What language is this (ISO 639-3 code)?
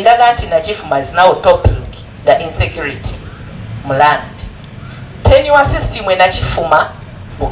lug